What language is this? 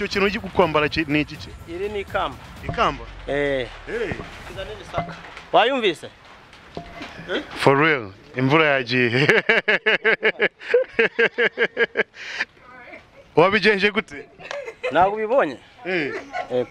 Kinyarwanda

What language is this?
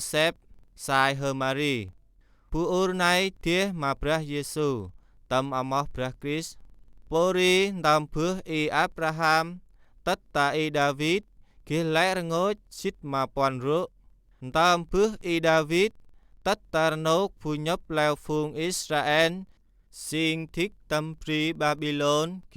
Central Mnong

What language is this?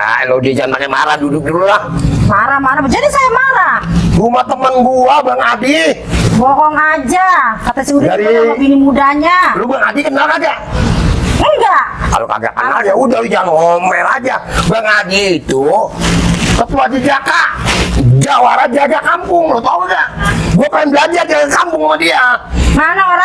Betawi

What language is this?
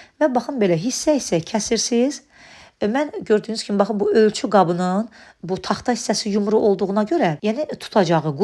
Azerbaijani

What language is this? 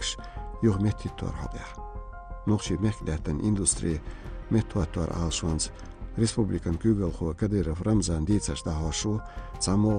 Chechen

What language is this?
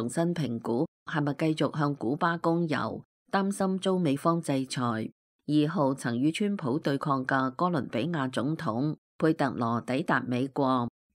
Cantonese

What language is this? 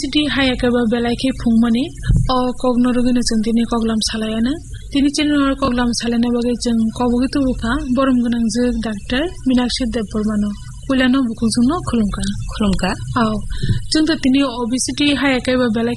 Kok Borok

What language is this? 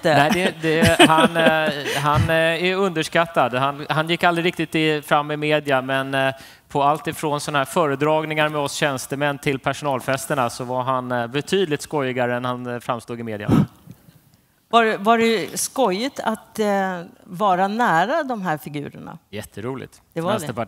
Swedish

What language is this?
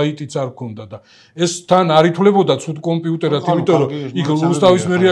Georgian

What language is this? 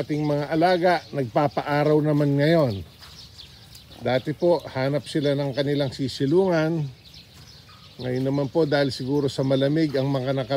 Filipino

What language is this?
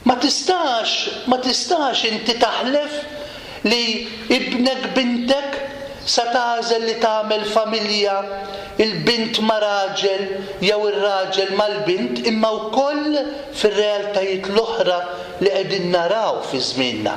Maltese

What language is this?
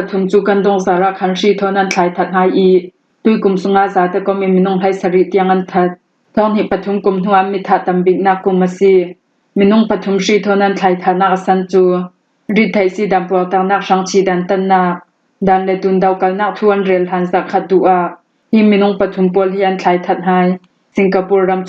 Falam Chin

